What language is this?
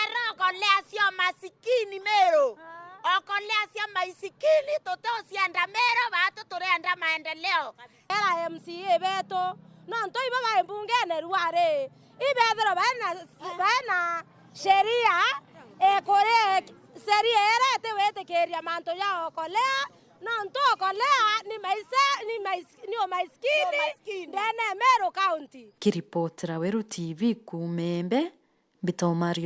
Meru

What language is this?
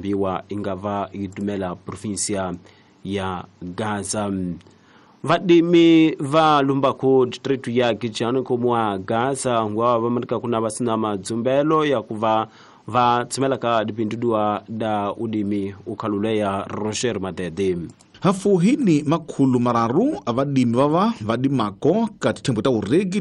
Tsonga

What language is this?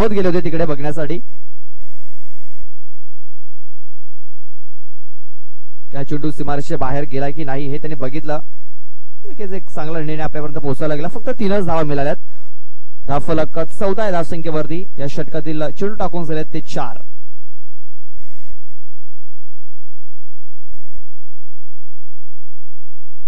Marathi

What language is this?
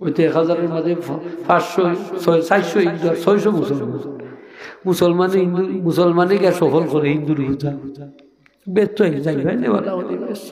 Sylheti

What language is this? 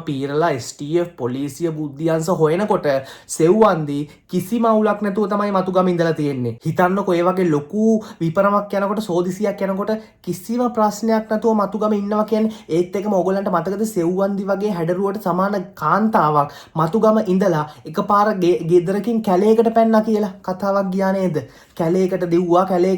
Sinhala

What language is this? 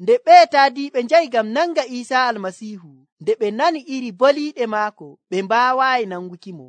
Nigerian Fulfulde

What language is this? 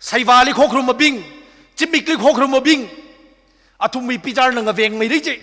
Tangkhul Naga (India)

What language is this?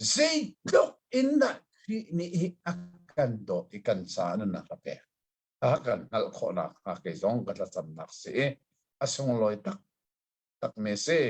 Hakha Chin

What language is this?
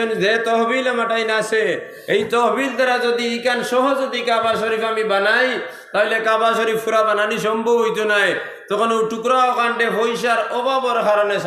Sylheti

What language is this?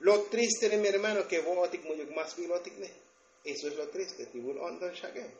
Tzotzil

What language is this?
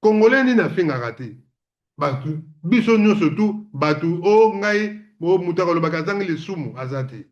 Lingala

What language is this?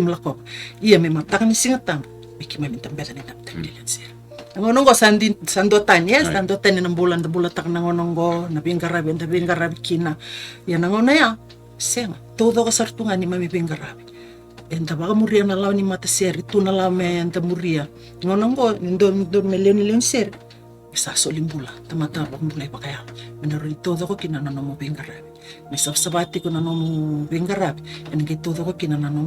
Fijian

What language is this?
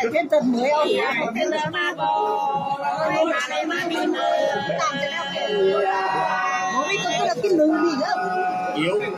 Nung (Viet Nam)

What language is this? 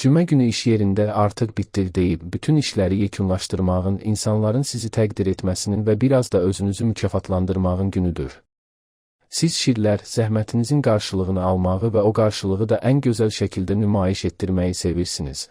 Azerbaijani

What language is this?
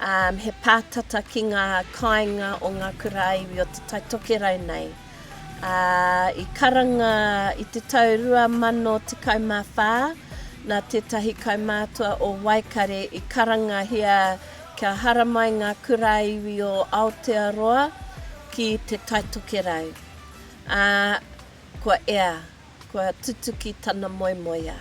Māori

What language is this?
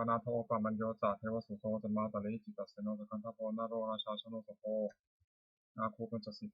Pali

